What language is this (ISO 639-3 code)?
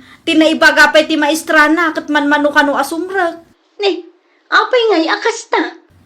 ilo